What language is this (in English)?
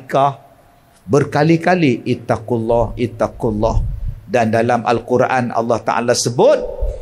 Malay